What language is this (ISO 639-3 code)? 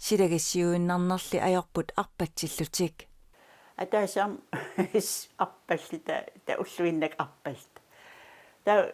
kal